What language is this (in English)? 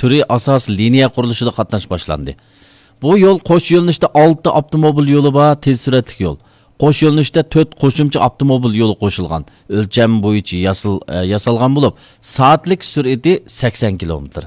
Uyghur